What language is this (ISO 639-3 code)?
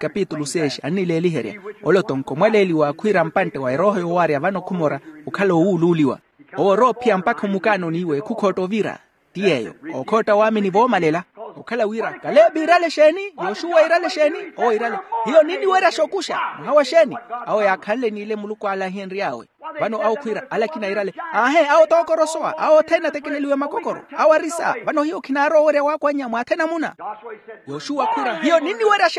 vmw